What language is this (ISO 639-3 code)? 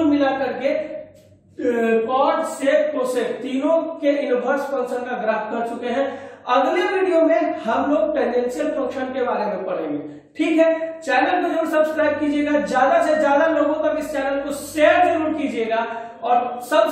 hin